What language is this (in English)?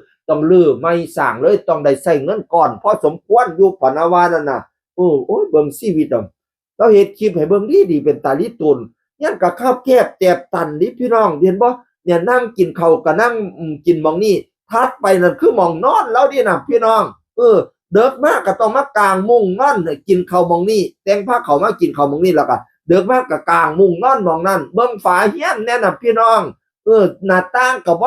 Northeastern Thai